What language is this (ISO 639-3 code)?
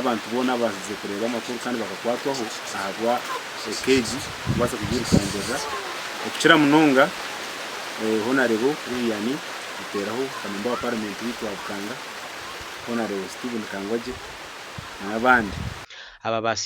nyn